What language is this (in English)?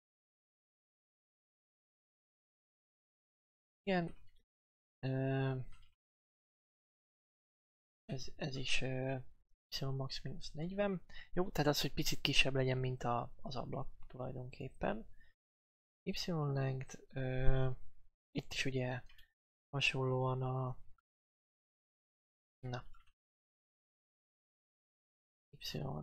Hungarian